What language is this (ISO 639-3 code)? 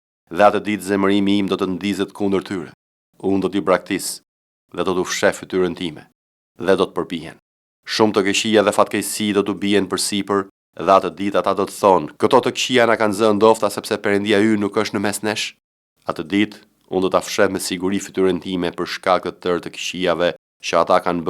sqi